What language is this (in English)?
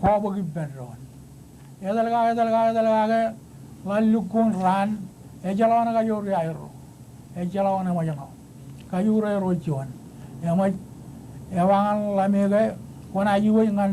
Marshallese